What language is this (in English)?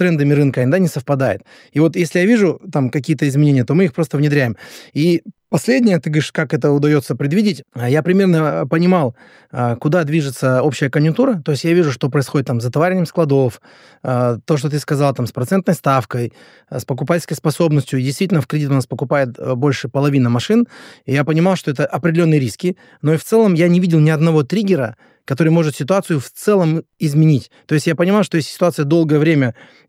Russian